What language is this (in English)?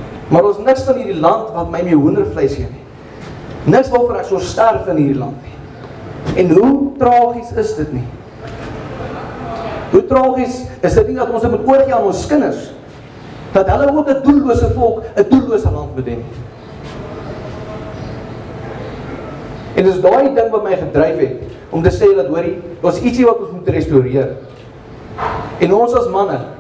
Afrikaans